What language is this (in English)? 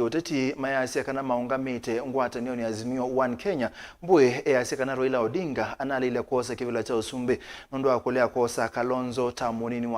Kamba